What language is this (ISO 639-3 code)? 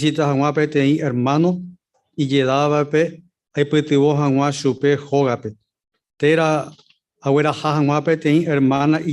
grn